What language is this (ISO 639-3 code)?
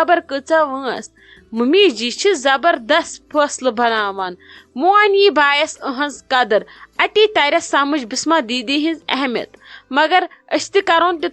kas